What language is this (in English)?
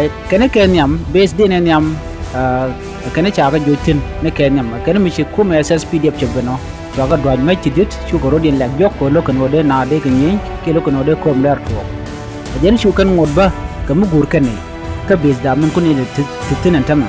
Nuer